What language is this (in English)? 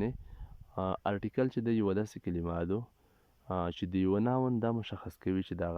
Pashto